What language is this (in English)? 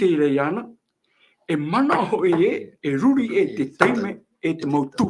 Tahitian